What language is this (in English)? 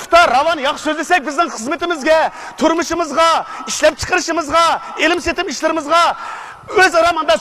Uyghur